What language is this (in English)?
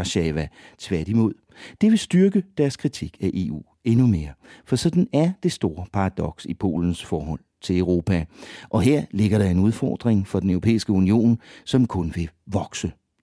Danish